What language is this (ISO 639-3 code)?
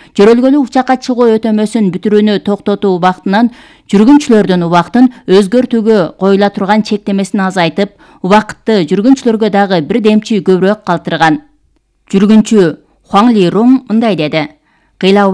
kir